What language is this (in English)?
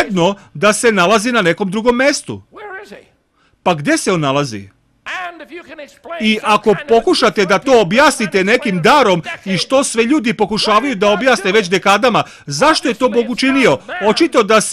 Serbian